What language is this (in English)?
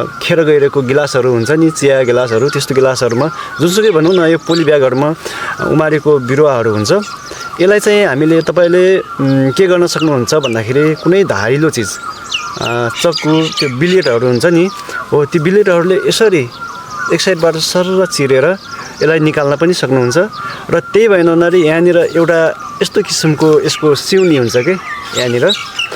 Nepali